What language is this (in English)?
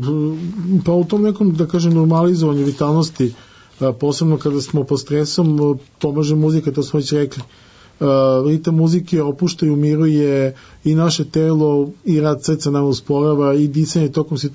Serbian